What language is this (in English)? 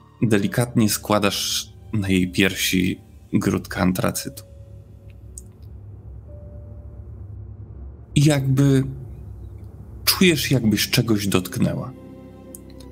Polish